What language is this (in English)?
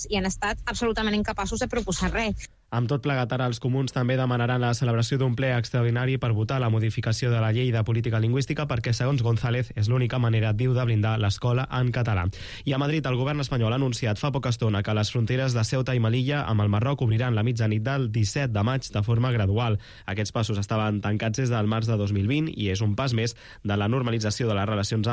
Catalan